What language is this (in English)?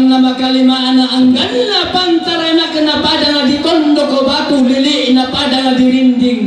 Toraja-Sa'dan